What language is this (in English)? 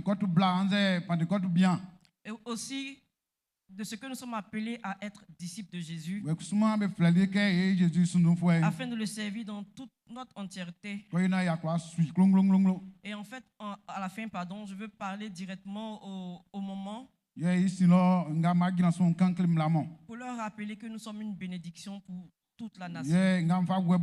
Baoulé